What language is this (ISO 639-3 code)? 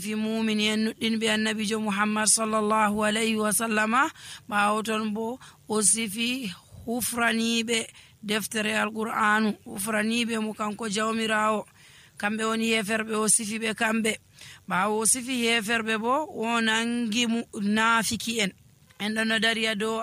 fuv